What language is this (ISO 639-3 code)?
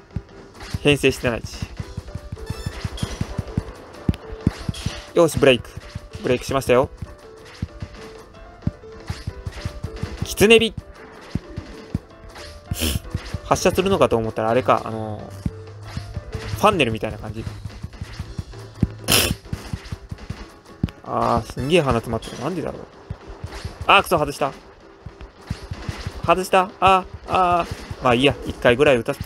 jpn